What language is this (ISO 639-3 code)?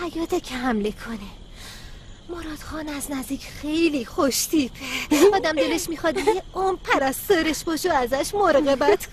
fas